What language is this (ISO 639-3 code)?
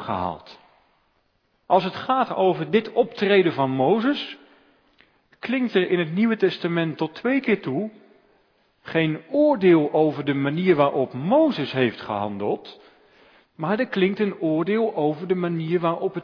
nld